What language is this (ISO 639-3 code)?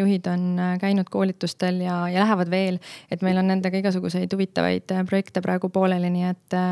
est